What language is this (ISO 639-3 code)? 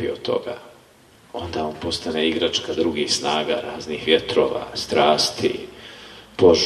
bos